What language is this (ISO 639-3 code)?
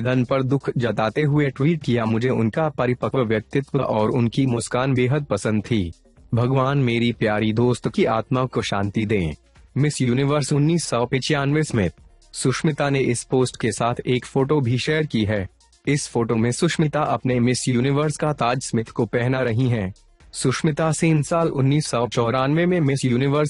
hin